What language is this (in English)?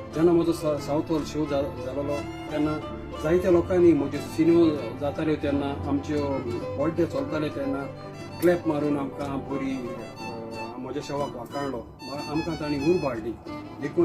Konkani